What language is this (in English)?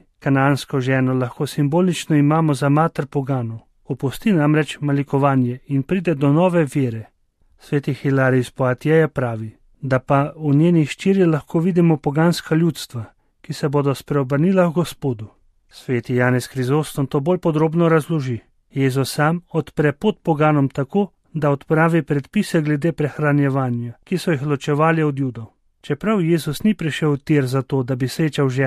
Slovenian